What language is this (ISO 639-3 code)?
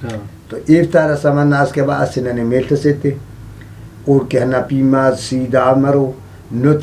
brh